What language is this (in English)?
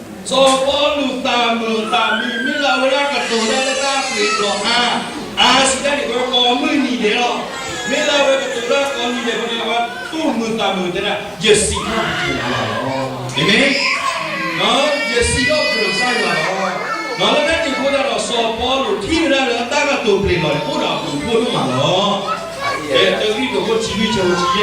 S'gaw Karen